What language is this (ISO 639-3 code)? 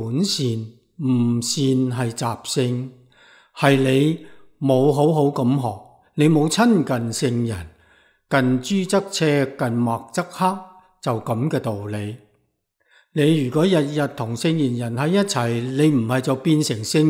yue